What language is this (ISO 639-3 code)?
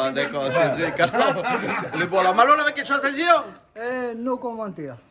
rcf